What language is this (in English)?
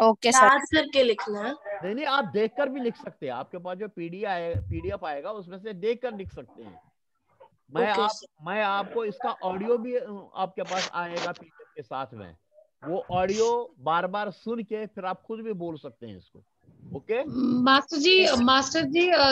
Hindi